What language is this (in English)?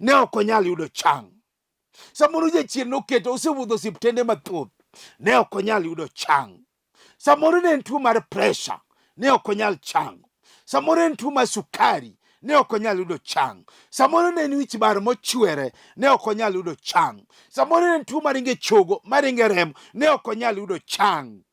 Luo (Kenya and Tanzania)